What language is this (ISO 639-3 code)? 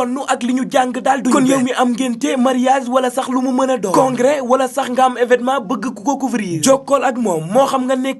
wol